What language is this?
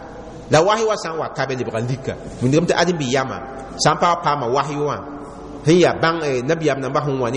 Mossi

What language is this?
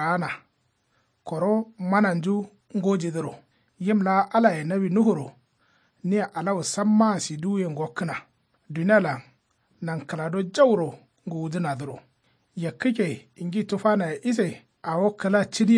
Kanuri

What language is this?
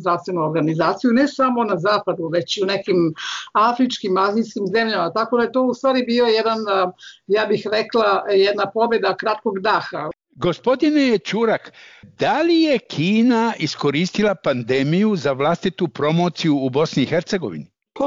Bosnian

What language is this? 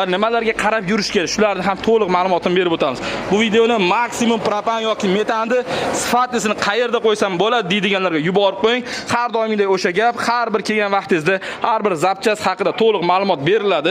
Uzbek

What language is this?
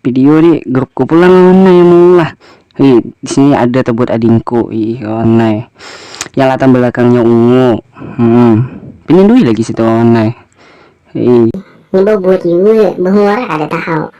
Banjar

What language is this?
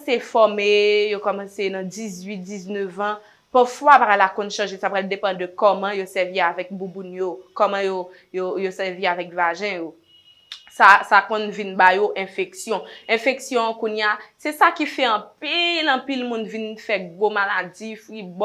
Haitian Creole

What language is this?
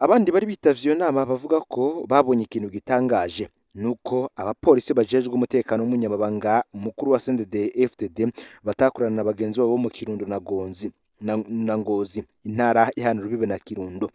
Rundi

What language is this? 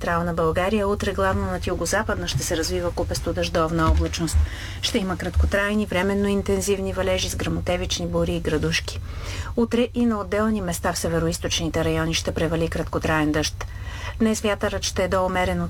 Bulgarian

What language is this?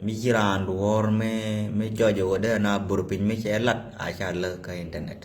Nuer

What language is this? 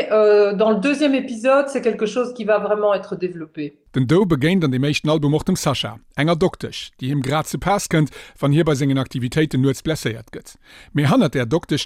Luxembourgish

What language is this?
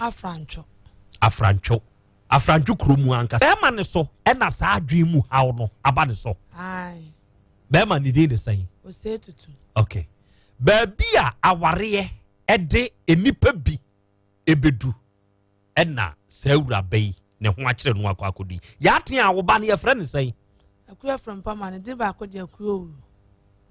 Akan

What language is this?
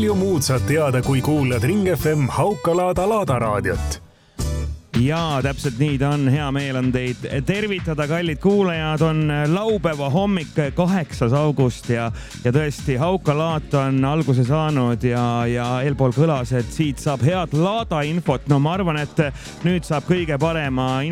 Estonian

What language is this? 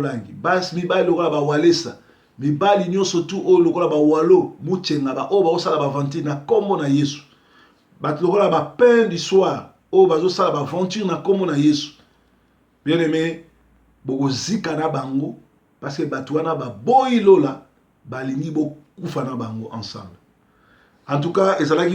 Lingala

